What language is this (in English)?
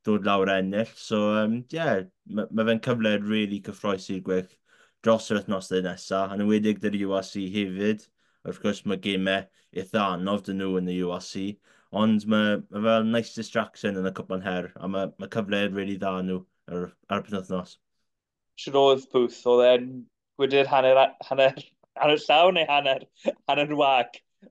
Welsh